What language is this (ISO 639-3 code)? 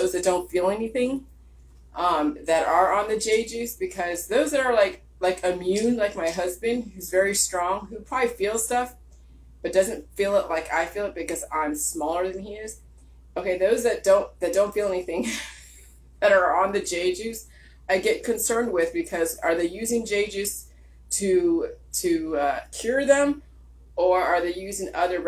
eng